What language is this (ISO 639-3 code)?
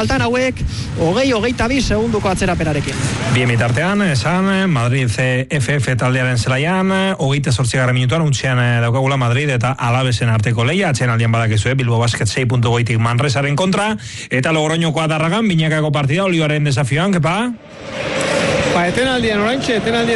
eus